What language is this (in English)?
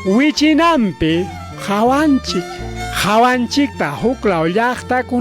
Ayacucho Quechua